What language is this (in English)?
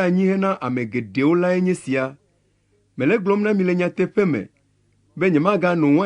Ewe